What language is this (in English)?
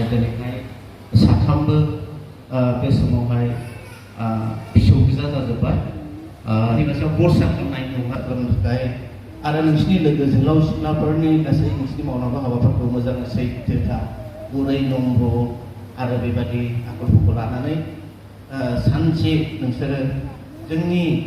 Bodo